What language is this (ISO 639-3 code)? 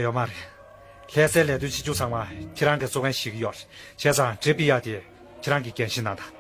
bod